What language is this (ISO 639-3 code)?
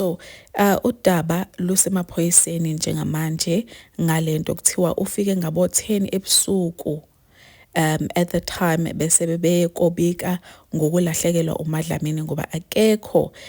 zul